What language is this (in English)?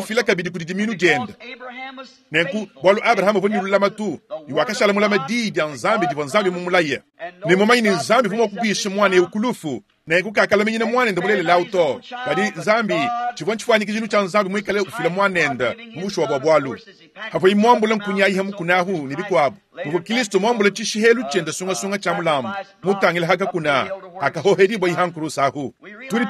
Luba-Lulua